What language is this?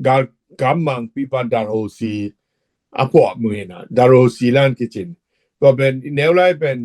Tedim Chin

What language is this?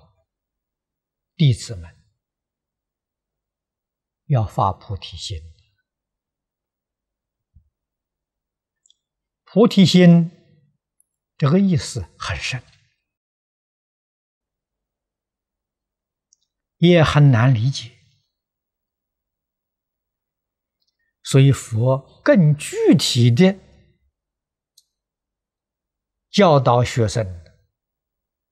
Chinese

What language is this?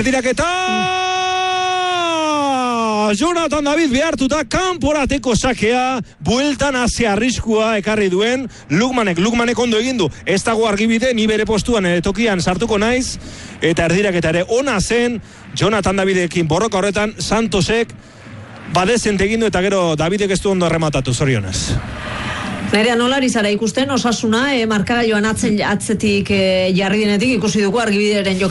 Basque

